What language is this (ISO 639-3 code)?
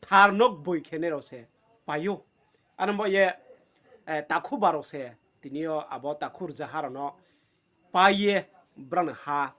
ria